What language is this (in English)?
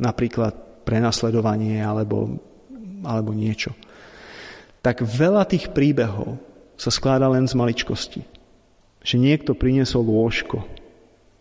Slovak